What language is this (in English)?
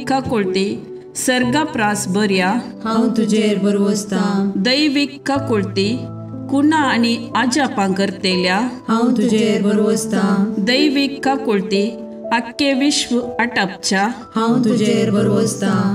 Konkani